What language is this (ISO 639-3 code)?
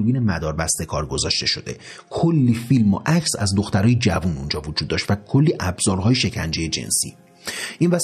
fas